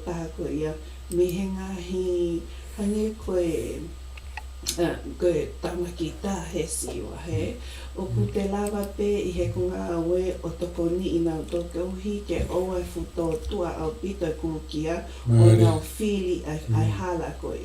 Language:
Tongan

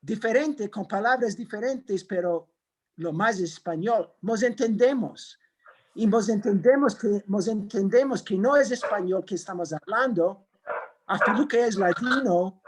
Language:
Ladino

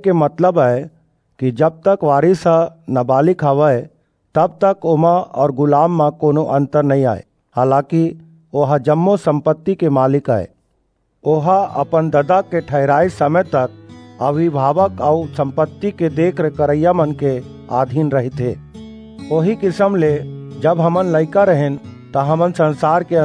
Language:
Chhattisgarhi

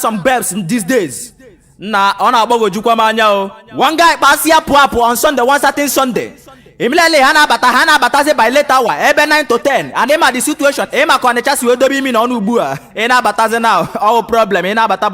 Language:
Igbo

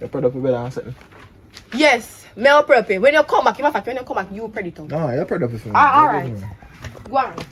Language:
Jamaican Creole English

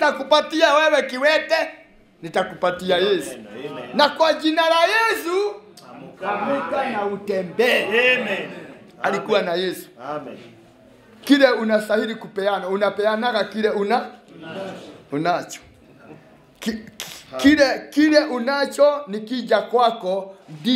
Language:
Swahili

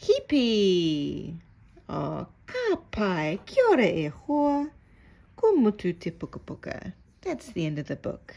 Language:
Māori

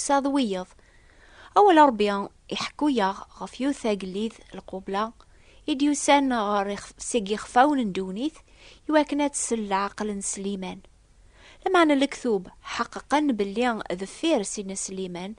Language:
Kabyle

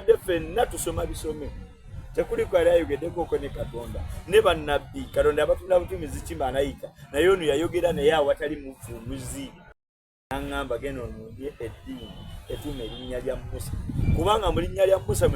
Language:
Soga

